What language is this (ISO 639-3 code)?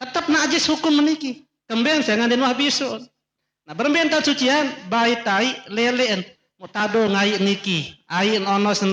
sas